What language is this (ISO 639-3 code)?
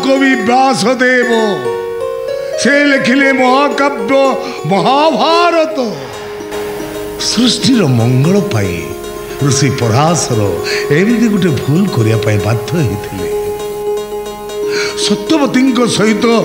ori